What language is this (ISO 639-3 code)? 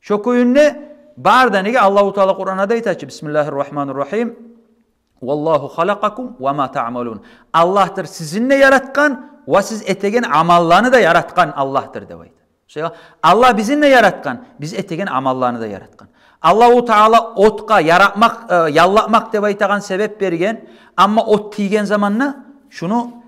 kum